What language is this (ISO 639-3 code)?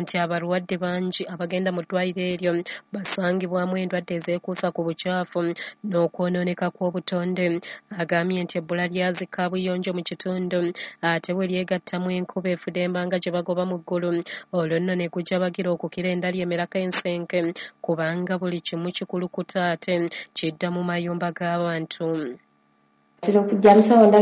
lug